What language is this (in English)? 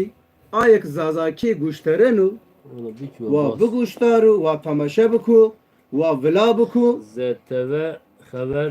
Zaza